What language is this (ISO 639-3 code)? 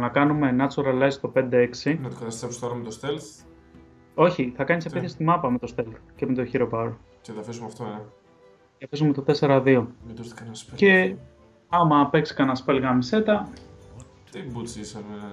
ell